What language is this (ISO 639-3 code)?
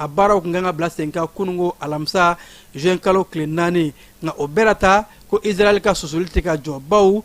bam